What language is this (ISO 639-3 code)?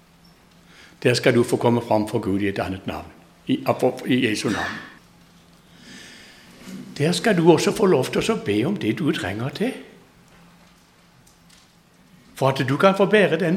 nor